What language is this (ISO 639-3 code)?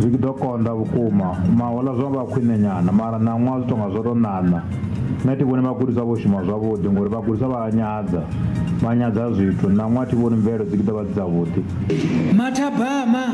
ven